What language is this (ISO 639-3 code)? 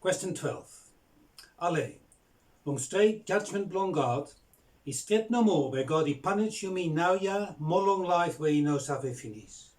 bis